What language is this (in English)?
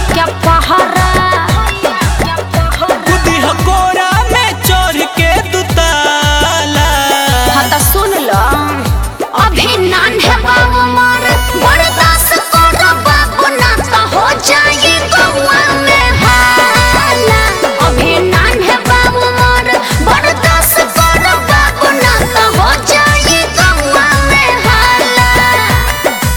Bhojpuri